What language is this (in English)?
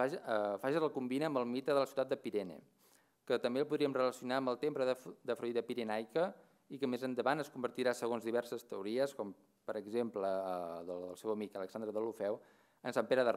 Catalan